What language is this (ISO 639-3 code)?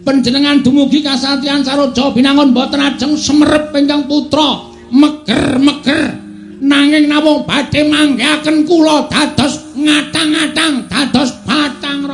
jav